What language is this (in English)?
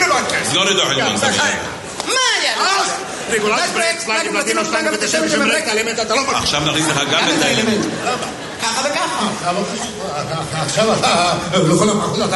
Hebrew